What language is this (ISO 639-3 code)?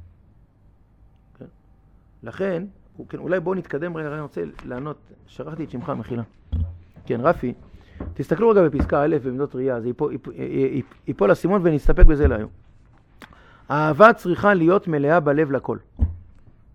heb